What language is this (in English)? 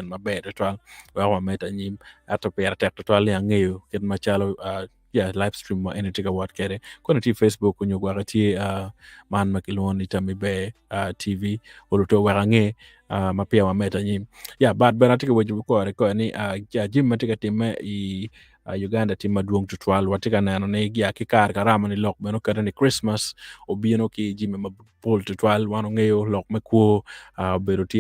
Acoli